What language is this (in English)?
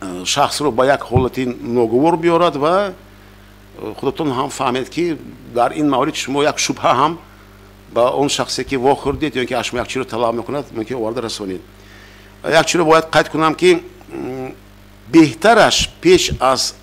Tajik